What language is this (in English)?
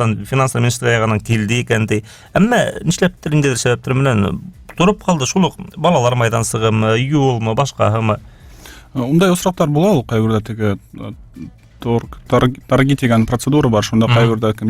Bashkir